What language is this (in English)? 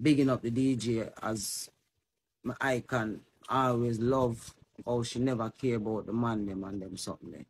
Jamaican Creole English